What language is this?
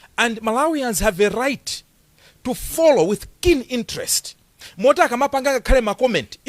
Nyanja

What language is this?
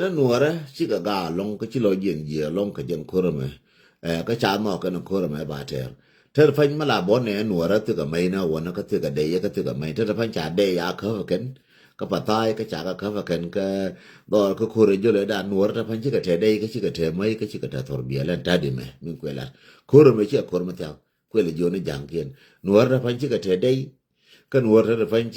Nuer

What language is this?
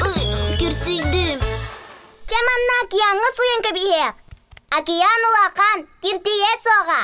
Yakut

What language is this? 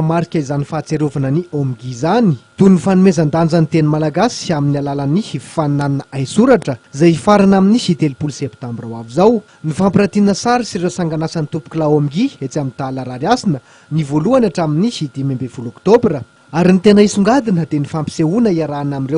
Malagasy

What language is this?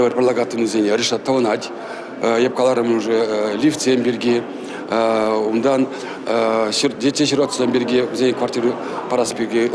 Chuvash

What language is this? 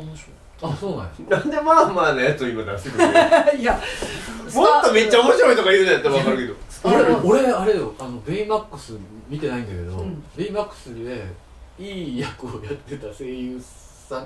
Japanese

